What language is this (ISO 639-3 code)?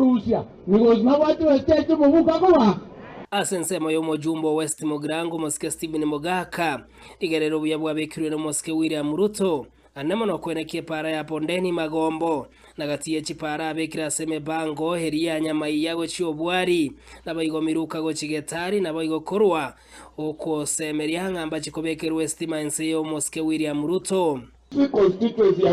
guz